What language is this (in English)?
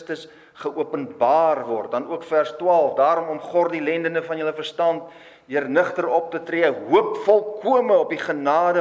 Afrikaans